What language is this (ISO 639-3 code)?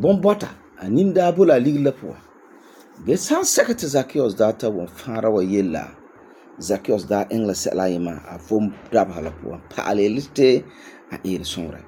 gur